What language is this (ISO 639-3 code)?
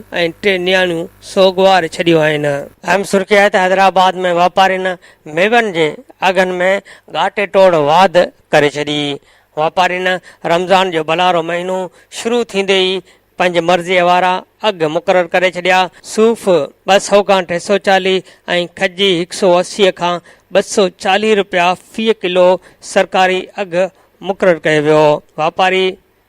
snd